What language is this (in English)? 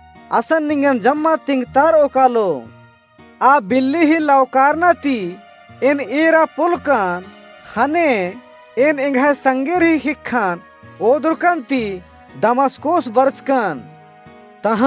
Kurukh